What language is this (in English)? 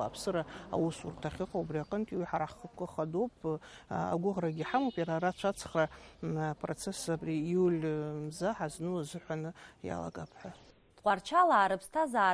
Abkhazian